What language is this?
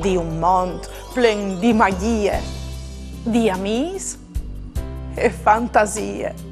Friulian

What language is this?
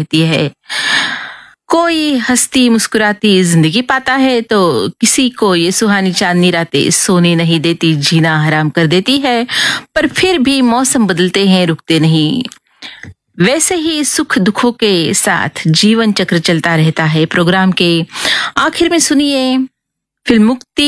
Hindi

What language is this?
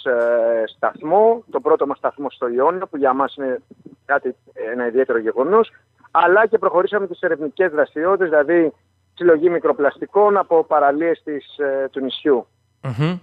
Greek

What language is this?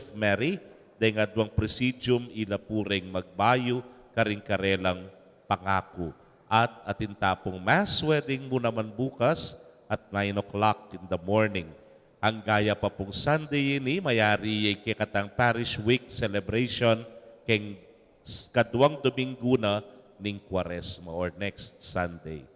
Pampanga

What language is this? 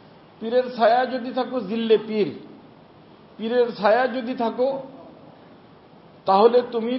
Bangla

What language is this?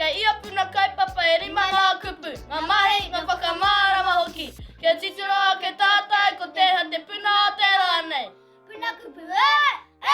Māori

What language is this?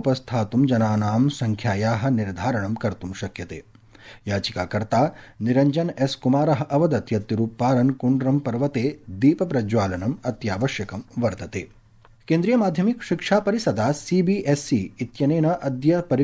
Sanskrit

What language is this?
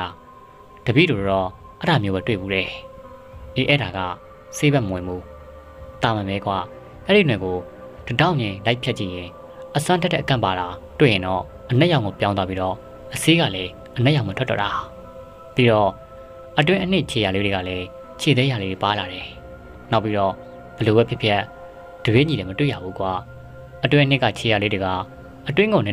Burmese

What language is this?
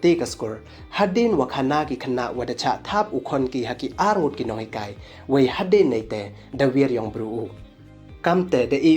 Pnar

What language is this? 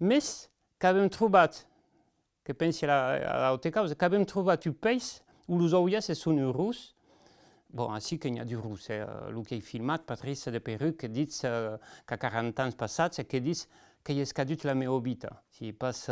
Occitan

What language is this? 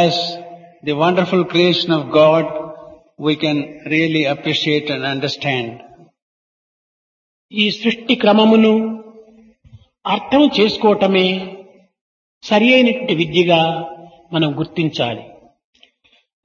Telugu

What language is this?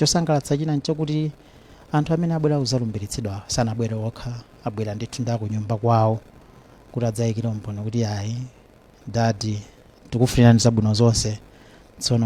Nyanja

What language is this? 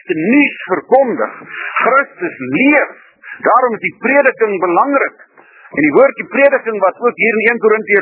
Afrikaans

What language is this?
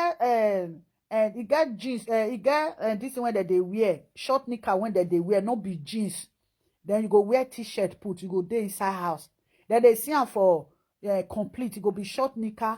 Nigerian Pidgin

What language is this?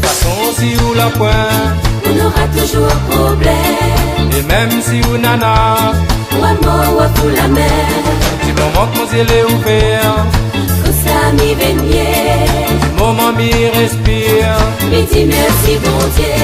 Réunion Creole French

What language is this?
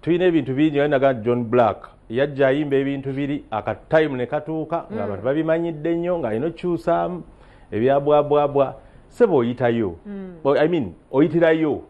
Ganda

